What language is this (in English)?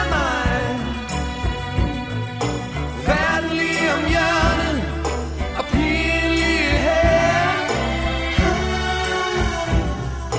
Danish